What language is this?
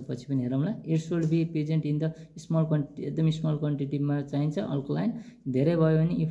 Nepali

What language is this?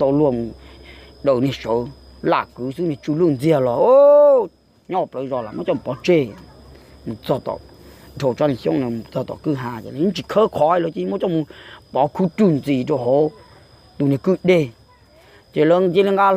Hmong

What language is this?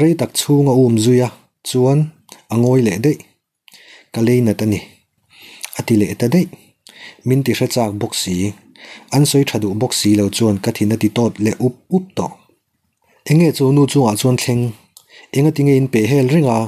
Mizo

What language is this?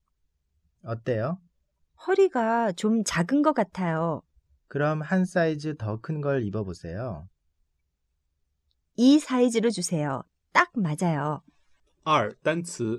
Korean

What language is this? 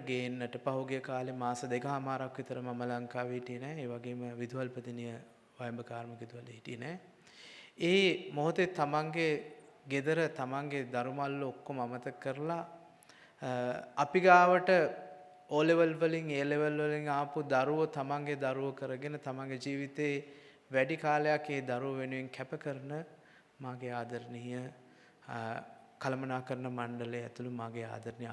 Sinhala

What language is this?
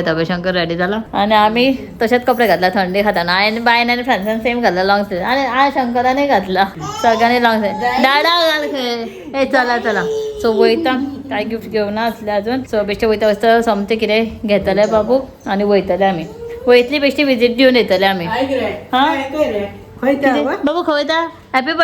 Konkani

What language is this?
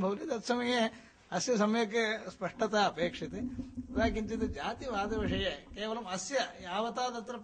Sanskrit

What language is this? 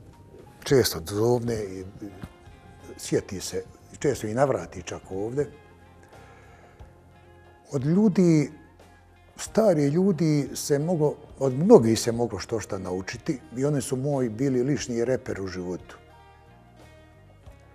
Bosnian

